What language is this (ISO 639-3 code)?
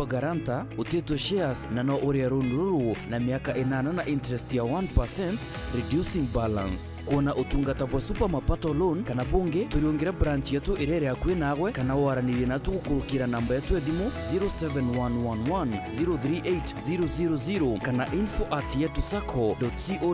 mer